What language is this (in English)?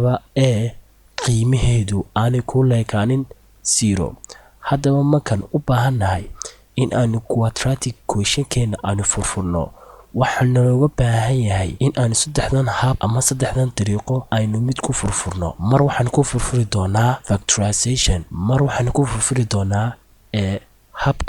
Somali